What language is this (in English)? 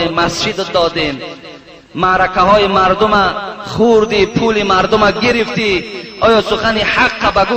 Tajik